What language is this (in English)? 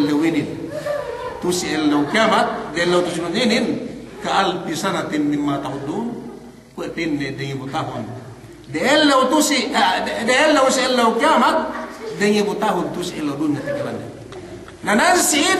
Yakan